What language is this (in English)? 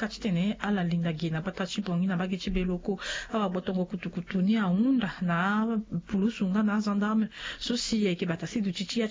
Sango